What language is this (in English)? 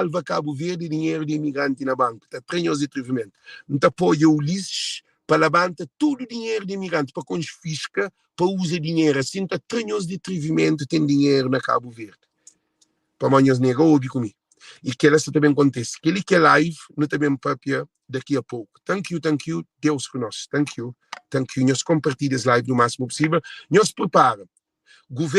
Kabuverdianu